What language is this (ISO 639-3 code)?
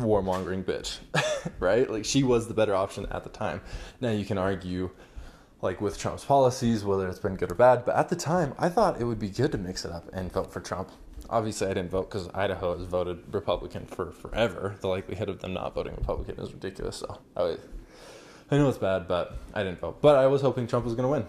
eng